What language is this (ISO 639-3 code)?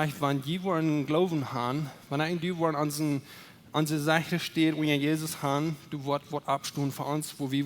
pdt